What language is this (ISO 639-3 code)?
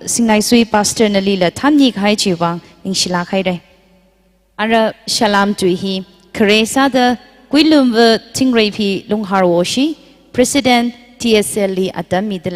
nmf